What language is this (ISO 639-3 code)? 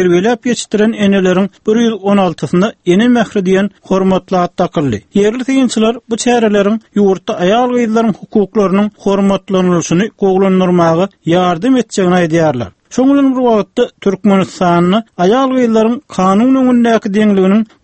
tuk